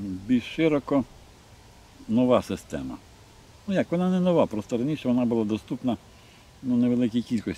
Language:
Ukrainian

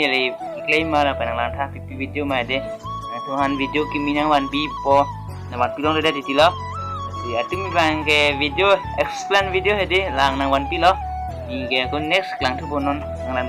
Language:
Karbi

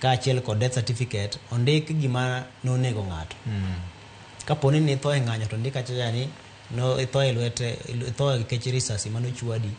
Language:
Luo (Kenya and Tanzania)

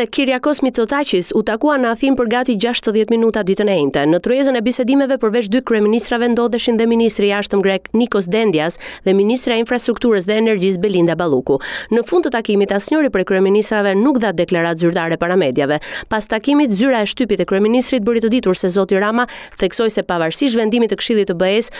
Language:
Albanian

